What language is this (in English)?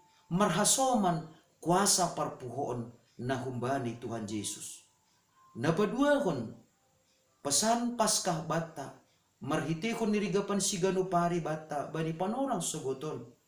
Batak Simalungun